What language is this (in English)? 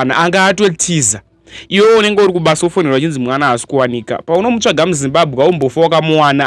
Shona